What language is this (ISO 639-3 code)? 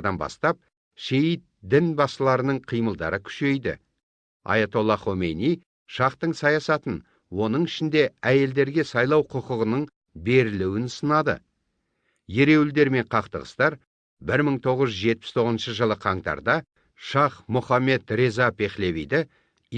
kaz